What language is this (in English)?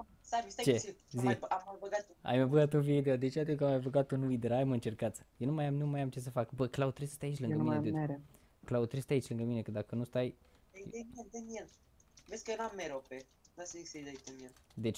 Romanian